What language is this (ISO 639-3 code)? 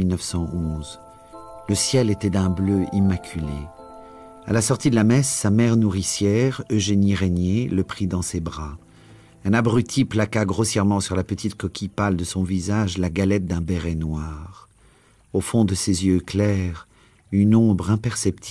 fra